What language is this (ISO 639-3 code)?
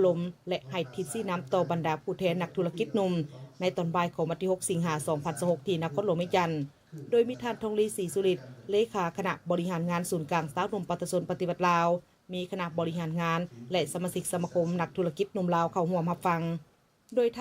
lao